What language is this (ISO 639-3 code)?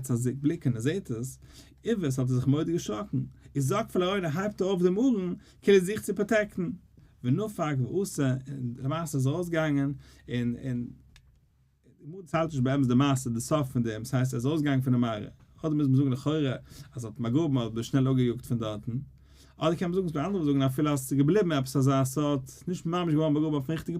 yid